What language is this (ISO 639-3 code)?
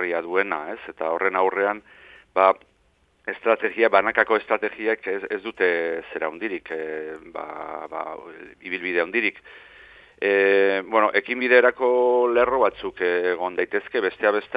eus